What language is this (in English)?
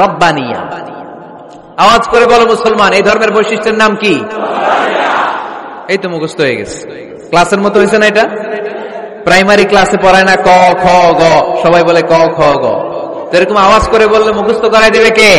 Bangla